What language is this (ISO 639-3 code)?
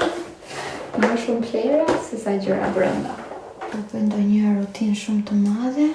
sqi